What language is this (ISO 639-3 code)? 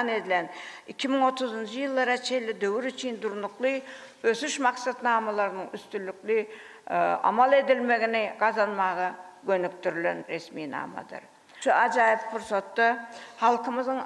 tuk